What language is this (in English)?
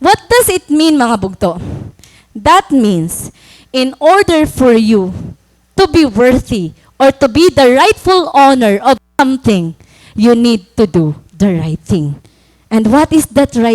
Waray